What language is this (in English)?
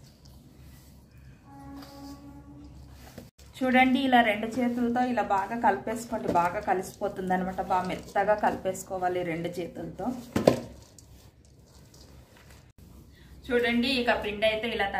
Telugu